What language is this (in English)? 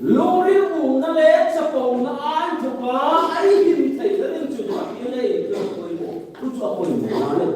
Hmar